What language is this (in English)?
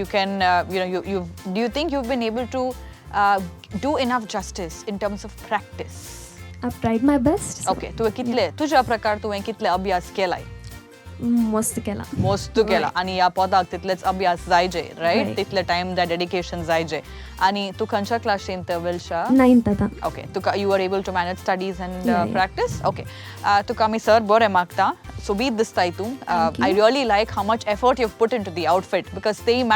Konkani